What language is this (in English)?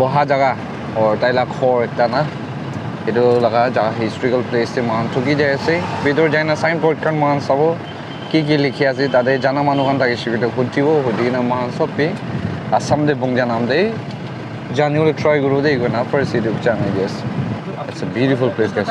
Naga Pidgin